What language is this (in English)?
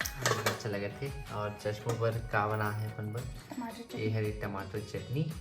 Chhattisgarhi